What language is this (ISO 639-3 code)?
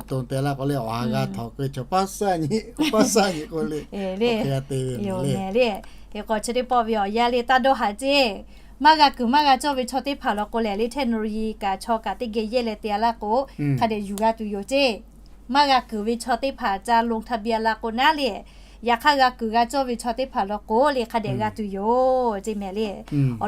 lhu